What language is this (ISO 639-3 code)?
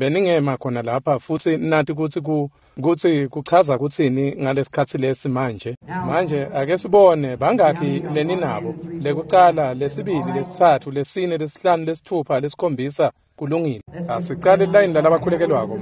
ssw